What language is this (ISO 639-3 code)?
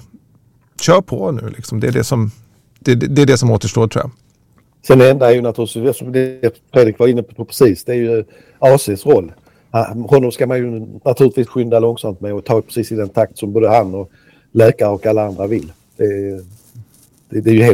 swe